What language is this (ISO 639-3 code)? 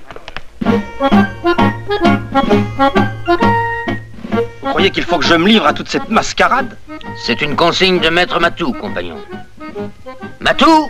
fra